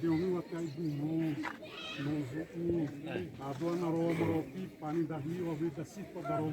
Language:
Xavánte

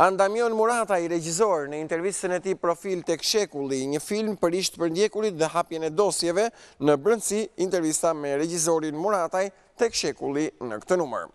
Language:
Albanian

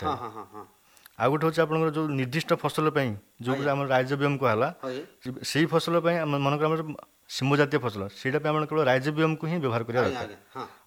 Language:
Odia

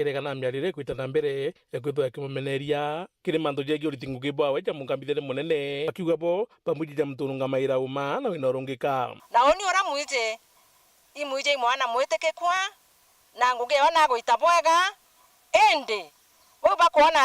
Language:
Meru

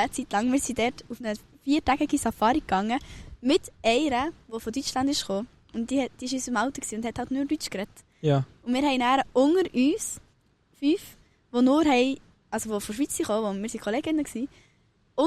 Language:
Swiss German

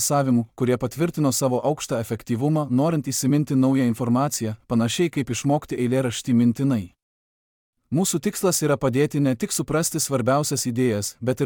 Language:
Lithuanian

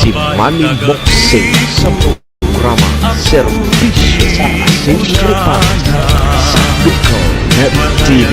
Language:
Bikol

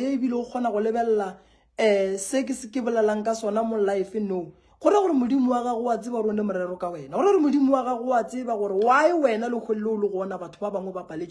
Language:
Northern Sotho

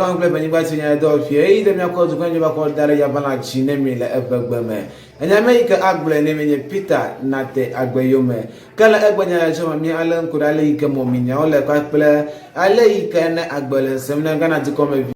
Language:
Ewe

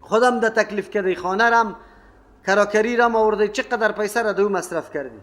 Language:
Persian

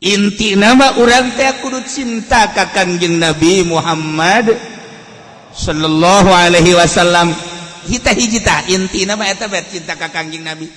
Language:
Sundanese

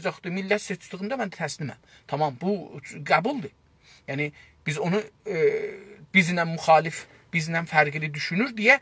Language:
South Azerbaijani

